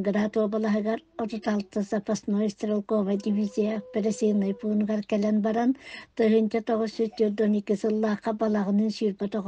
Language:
Yakut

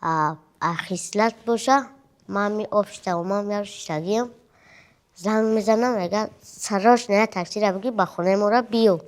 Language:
Tajik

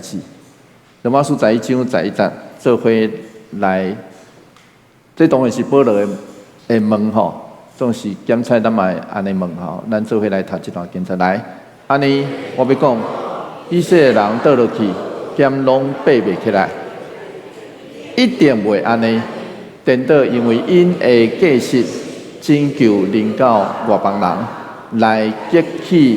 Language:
Min Nan Chinese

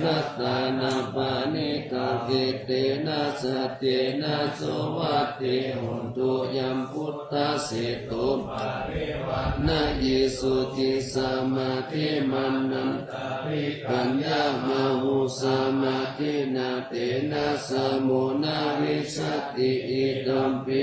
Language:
Pali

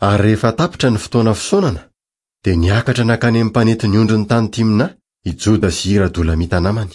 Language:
Malagasy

